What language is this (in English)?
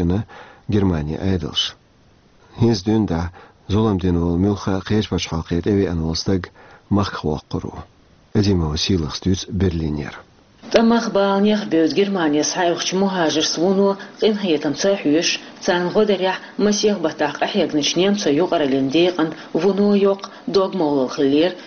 Chechen